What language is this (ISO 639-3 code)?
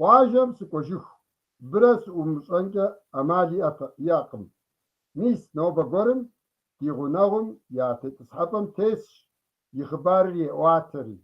kbd